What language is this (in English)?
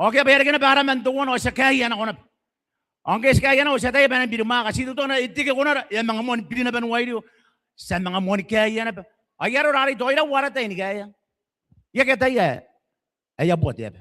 Gilbertese